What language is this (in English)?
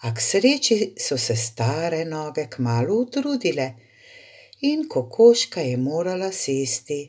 Slovenian